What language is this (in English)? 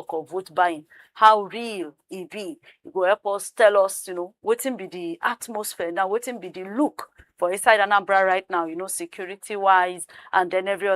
Nigerian Pidgin